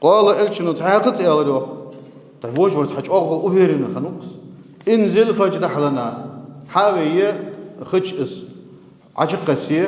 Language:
Ingush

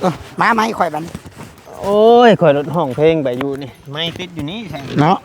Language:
Northeastern Thai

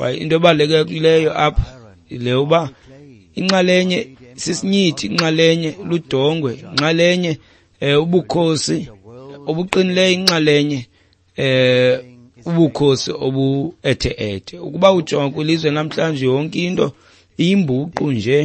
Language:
Xhosa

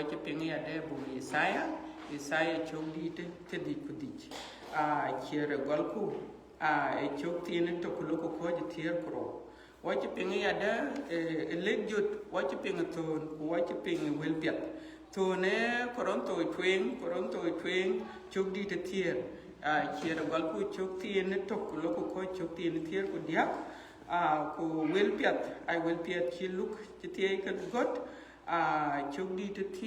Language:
Dinka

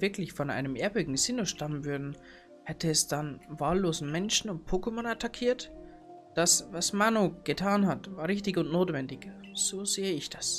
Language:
Bavarian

